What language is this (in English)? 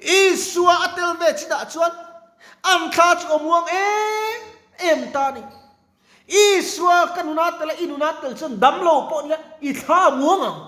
Mizo